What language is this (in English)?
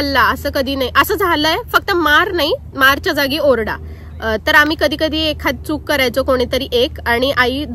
Marathi